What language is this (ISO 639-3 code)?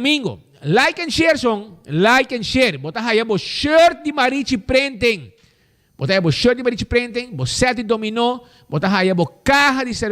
pap